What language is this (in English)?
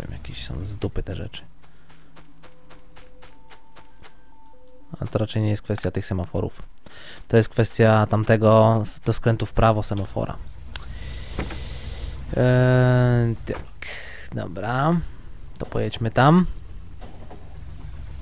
Polish